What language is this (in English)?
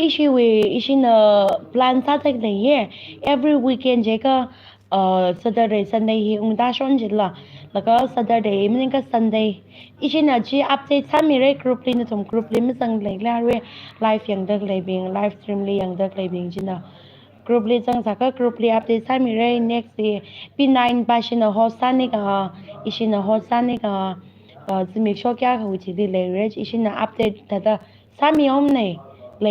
Tangkhul Naga (India)